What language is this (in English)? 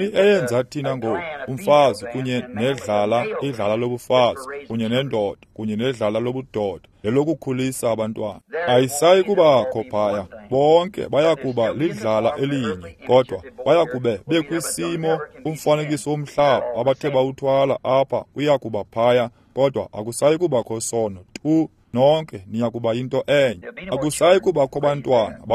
Xhosa